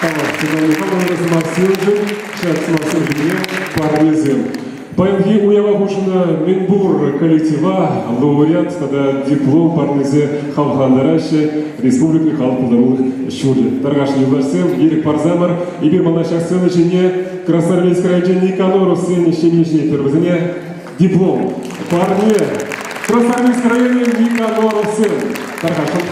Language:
Chuvash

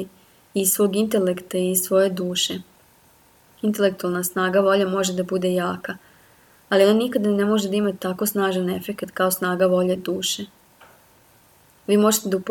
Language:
Serbian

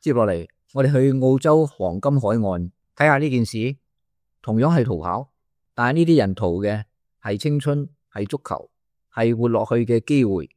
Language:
Cantonese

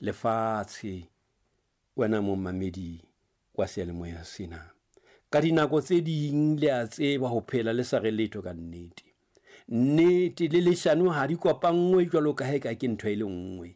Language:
Southern Sotho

